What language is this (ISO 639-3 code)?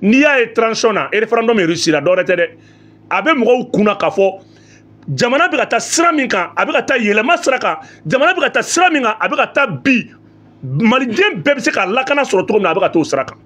bam